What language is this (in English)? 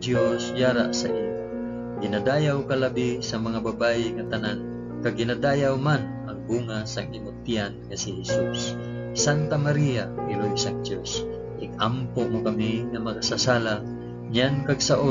Hiligaynon